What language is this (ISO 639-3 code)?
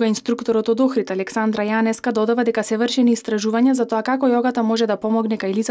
mkd